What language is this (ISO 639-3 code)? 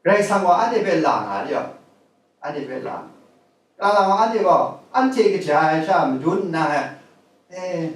kac